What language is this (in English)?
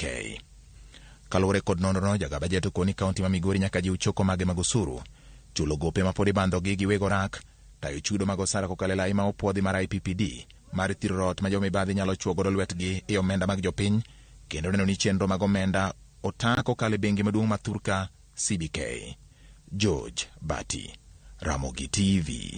Luo (Kenya and Tanzania)